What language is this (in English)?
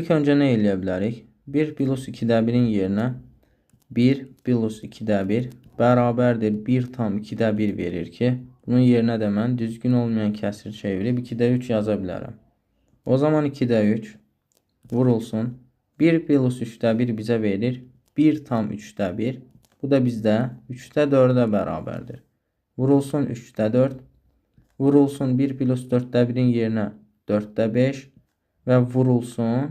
Azerbaijani